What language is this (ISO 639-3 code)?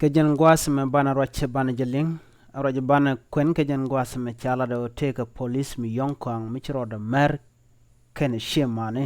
nus